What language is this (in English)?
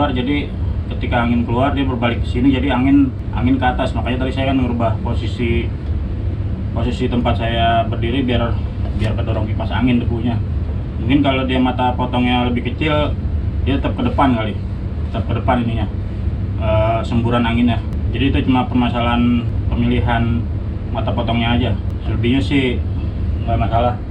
Indonesian